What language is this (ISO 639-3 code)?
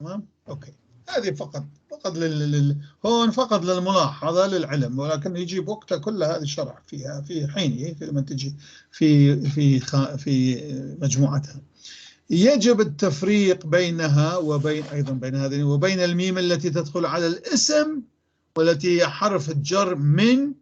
apc